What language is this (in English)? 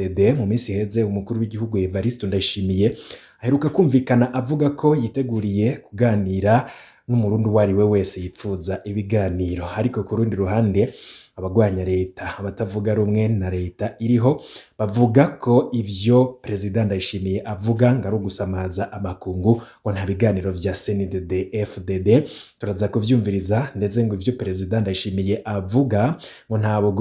Rundi